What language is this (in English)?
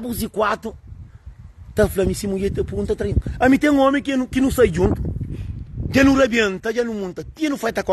Kabuverdianu